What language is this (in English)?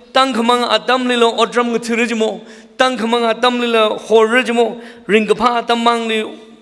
Tangkhul Naga (India)